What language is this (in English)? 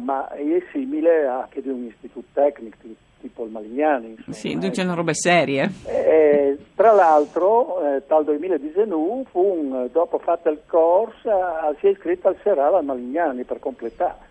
Friulian